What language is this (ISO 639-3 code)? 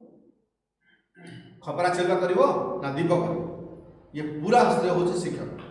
ori